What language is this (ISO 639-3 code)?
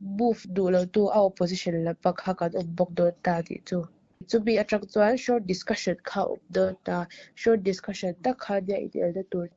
lus